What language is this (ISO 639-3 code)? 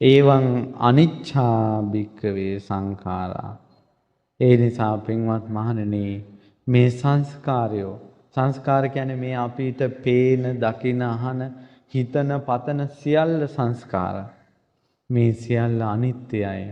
sin